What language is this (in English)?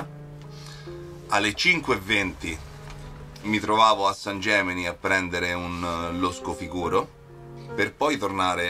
Italian